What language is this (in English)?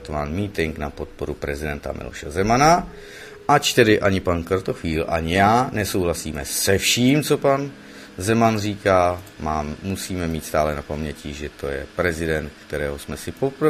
Czech